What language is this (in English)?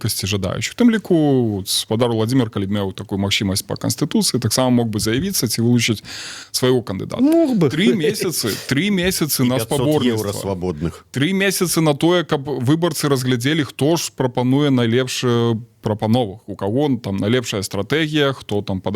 Belarusian